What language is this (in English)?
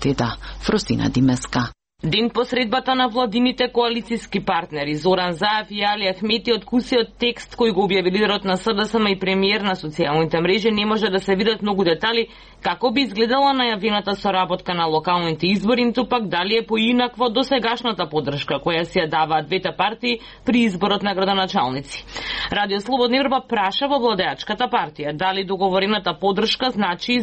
Macedonian